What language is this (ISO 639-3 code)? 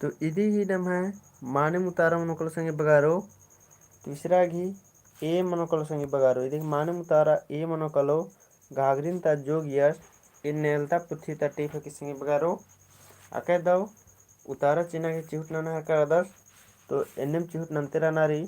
kru